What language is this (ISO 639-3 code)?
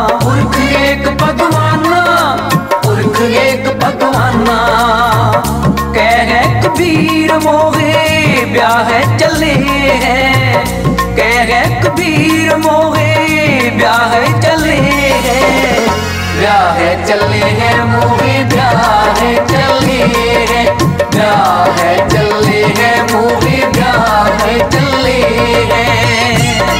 pan